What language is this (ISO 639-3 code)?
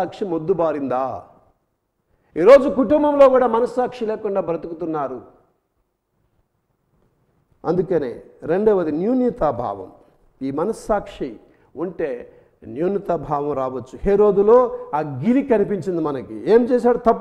tel